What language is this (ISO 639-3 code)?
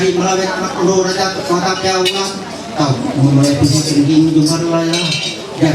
mhy